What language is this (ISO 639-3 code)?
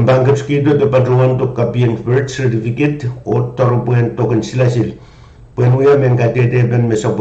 pon